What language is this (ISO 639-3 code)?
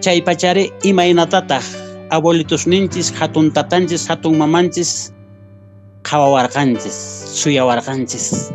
que